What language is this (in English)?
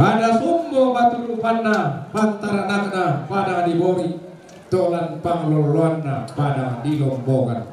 Toraja-Sa'dan